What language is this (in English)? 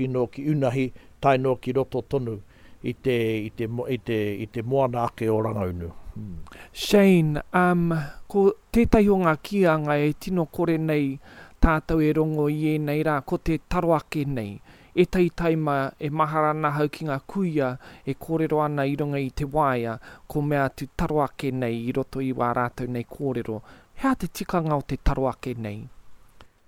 Māori